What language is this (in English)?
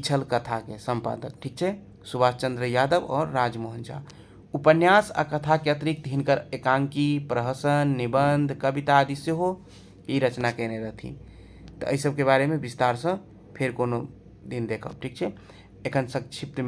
Maithili